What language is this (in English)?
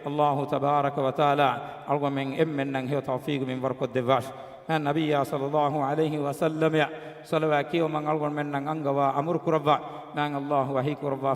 Divehi